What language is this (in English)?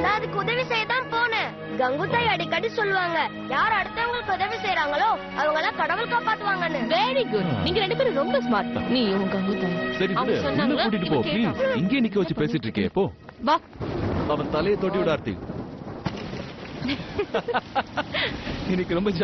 Tamil